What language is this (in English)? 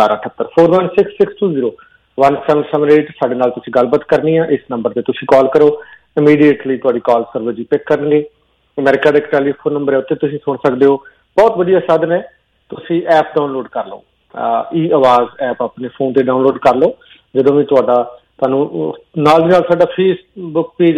Punjabi